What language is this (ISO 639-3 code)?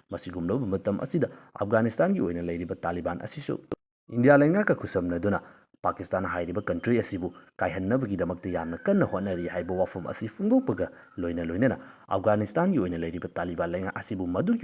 mni